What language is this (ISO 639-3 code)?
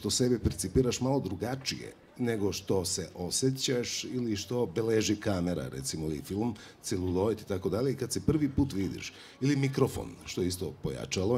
srp